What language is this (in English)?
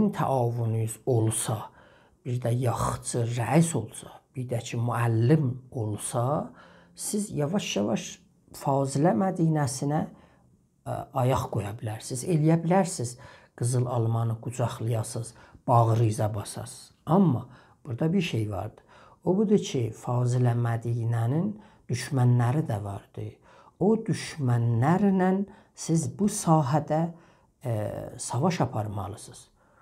South Azerbaijani